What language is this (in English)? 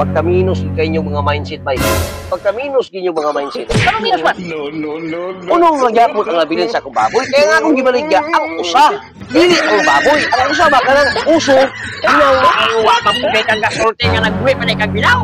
Cebuano